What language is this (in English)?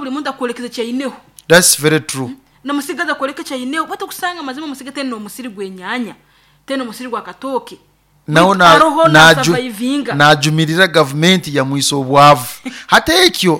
Nyoro